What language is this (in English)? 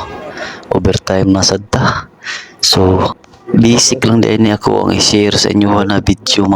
Cebuano